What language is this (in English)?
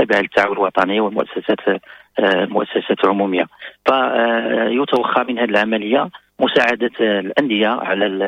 Moroccan Arabic